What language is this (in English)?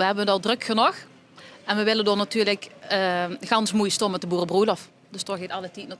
Limburgish